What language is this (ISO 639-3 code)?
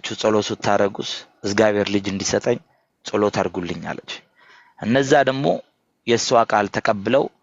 amh